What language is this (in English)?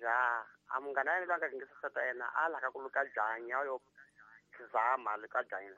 Tsonga